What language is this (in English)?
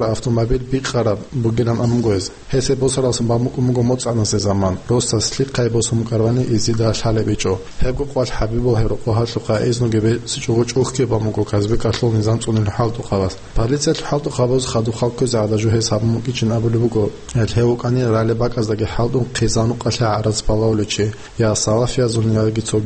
Avaric